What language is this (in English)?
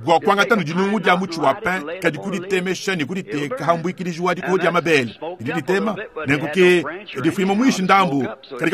Luba-Lulua